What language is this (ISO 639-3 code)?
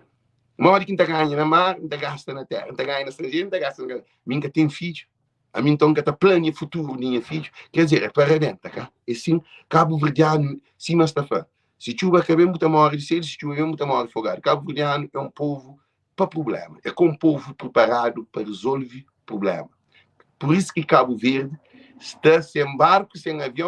kea